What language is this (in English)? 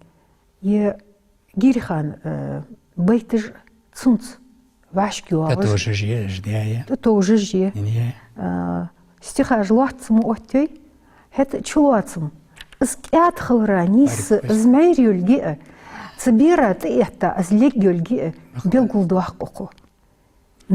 Ingush